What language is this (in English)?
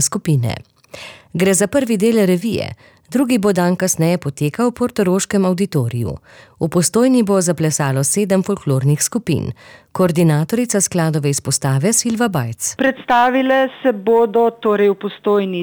Slovenian